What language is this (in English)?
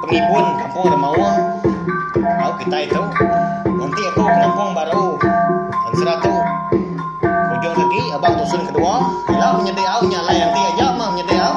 Iban